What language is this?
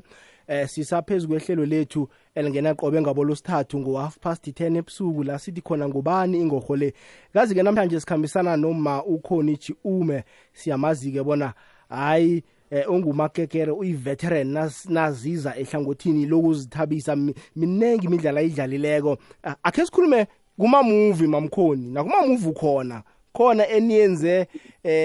South Ndebele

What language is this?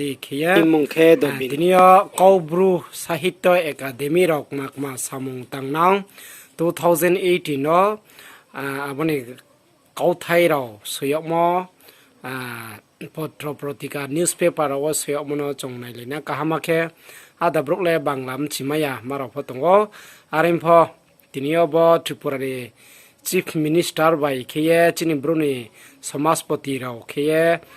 Riang (India)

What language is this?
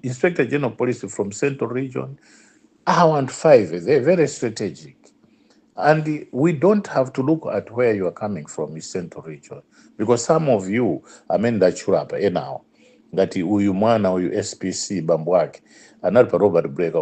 Nyanja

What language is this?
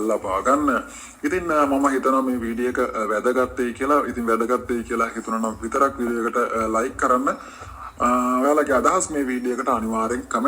Sinhala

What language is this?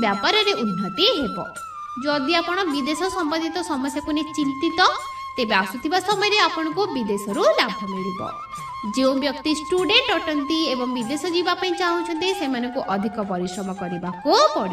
Odia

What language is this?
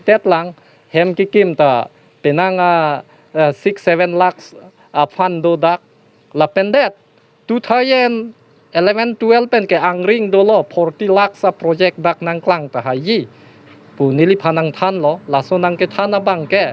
Karbi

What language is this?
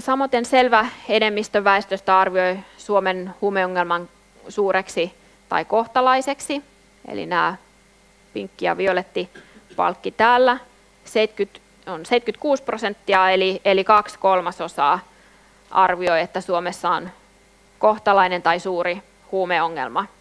Finnish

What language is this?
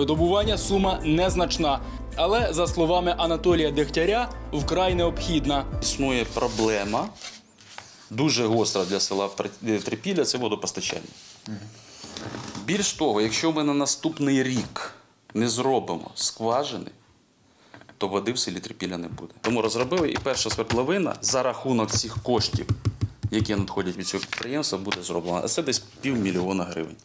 Ukrainian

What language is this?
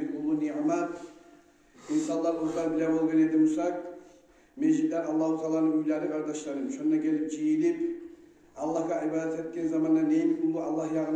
Kumyk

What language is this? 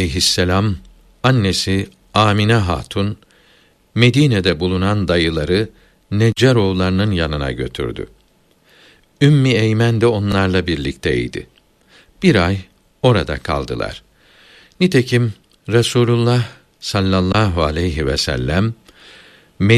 Turkish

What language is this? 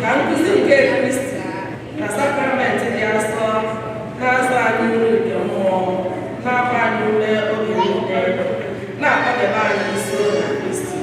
Igbo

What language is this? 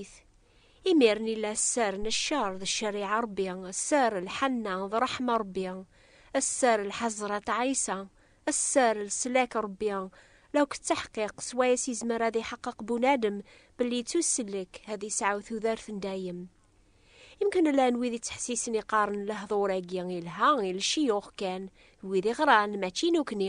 Kabyle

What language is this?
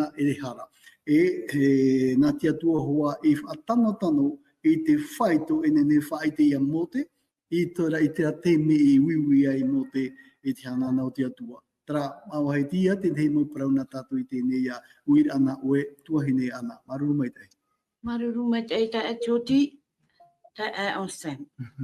Tahitian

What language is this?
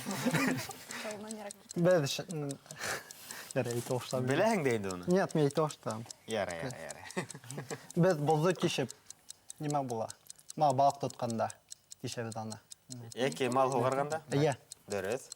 Bashkir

